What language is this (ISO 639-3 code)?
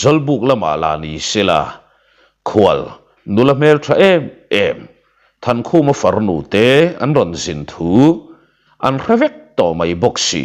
lus